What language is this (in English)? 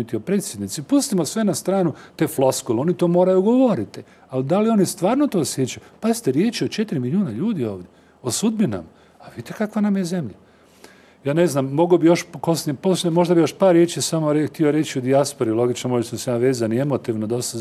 Croatian